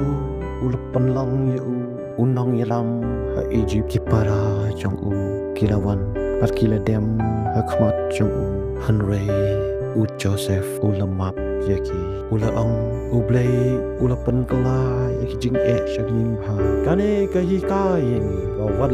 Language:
Khasi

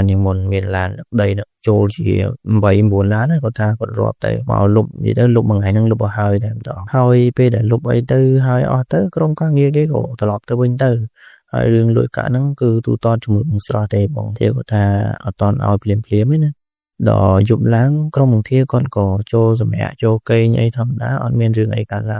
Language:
Khmer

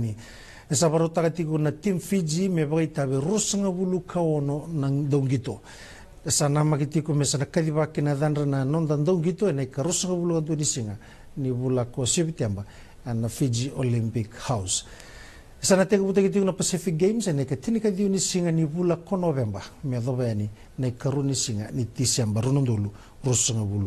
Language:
Fijian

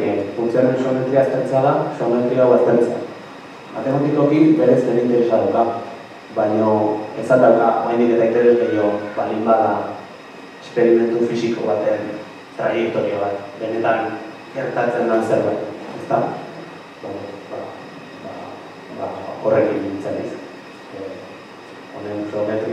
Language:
Basque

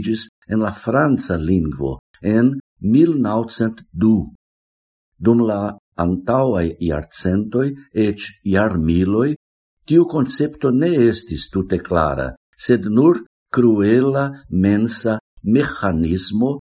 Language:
Esperanto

